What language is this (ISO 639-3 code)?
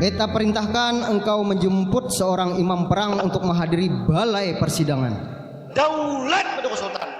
bjn